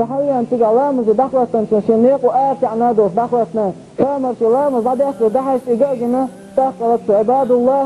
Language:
Chechen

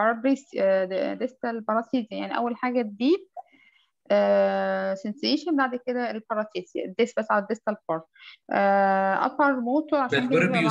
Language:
Egyptian Arabic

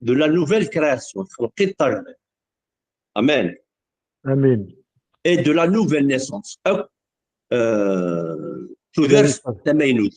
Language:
Kabyle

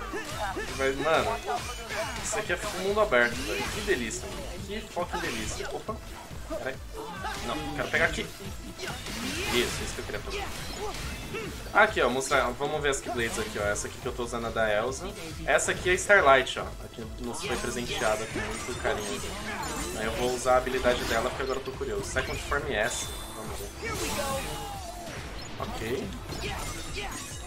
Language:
Portuguese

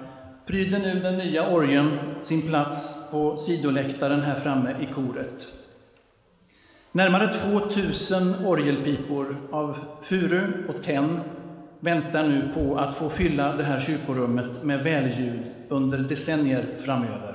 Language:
Swedish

